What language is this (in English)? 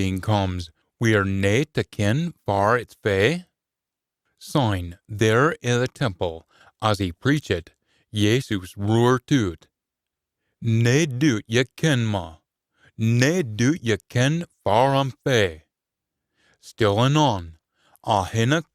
Scots